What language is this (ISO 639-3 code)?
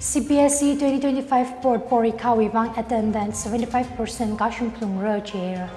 nmf